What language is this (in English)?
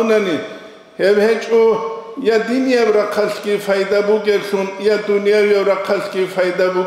Avaric